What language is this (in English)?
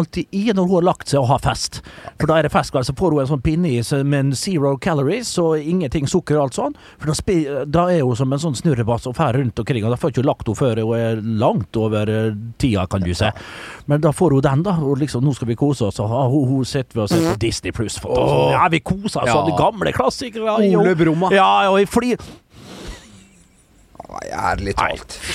Norwegian